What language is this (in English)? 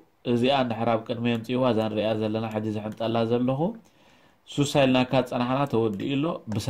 Tigrinya